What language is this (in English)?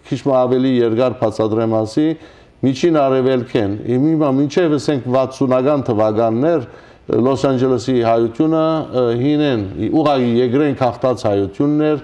Western Armenian